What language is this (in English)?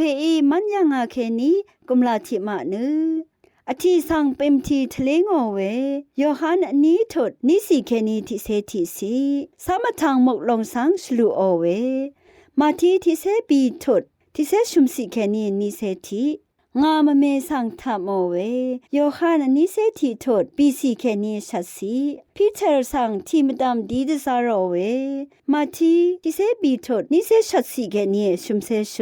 Rawang